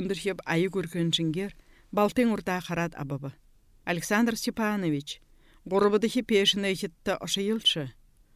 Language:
Buriat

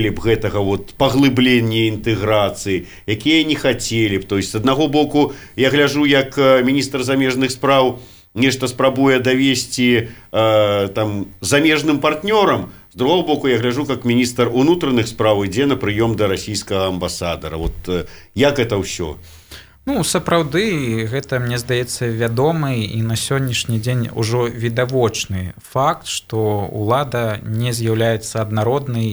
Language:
Belarusian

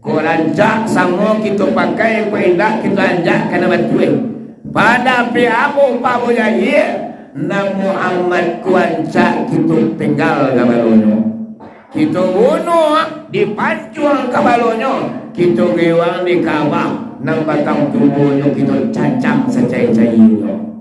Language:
Minangkabau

